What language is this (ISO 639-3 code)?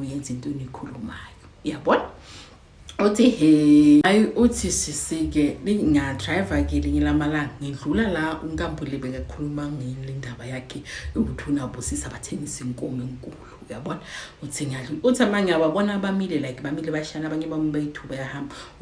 zul